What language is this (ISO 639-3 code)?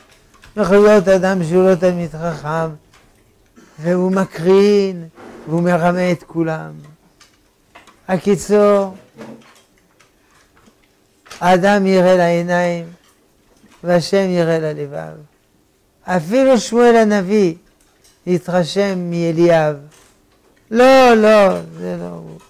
heb